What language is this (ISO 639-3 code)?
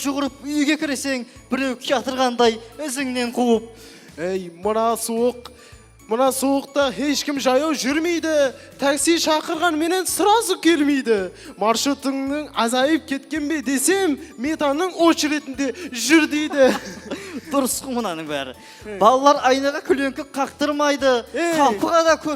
kaa